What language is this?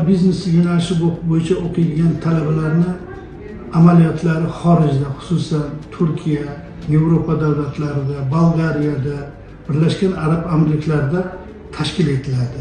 Uzbek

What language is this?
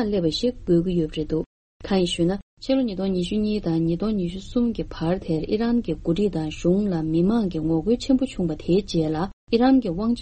Tibetan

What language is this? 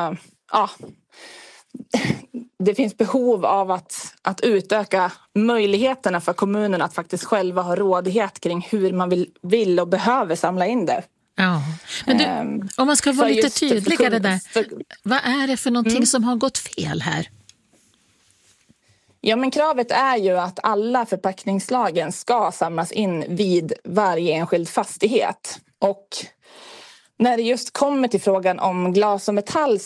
Swedish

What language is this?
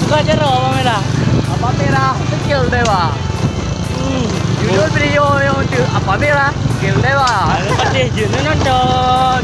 Achinese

